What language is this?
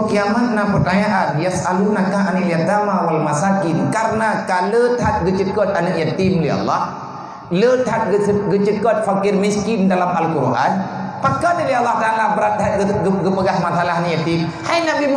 Achinese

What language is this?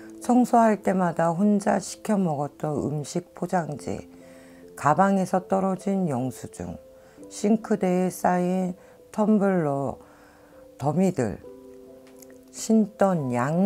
Korean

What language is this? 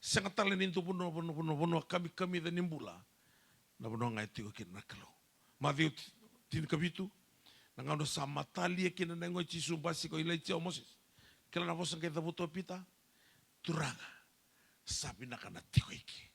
Fijian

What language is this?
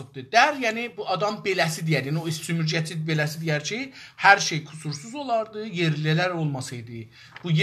South Azerbaijani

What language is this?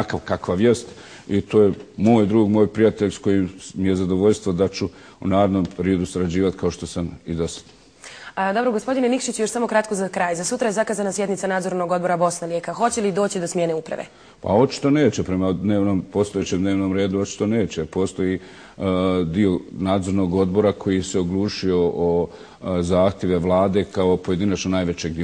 Bosnian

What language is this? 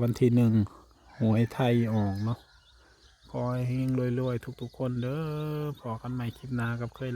Northeastern Thai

